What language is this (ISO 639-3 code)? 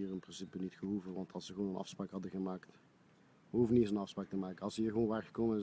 nld